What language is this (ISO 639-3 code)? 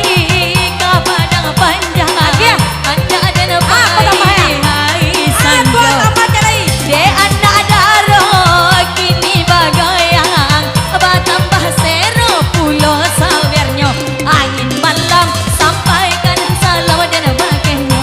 min